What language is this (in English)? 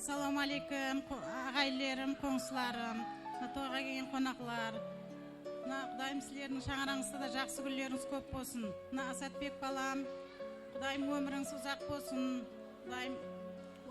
Kara-Kalpak